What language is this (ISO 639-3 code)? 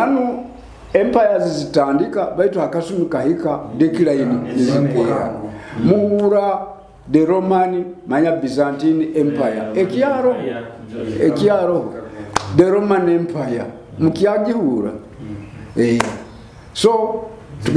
nyo